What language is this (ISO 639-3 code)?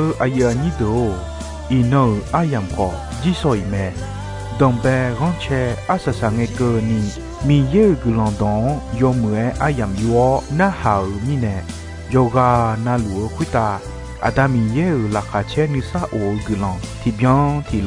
ahk